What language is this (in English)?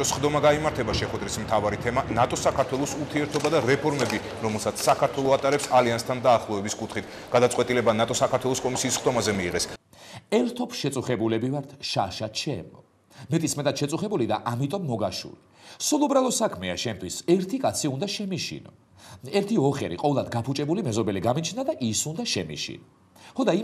Georgian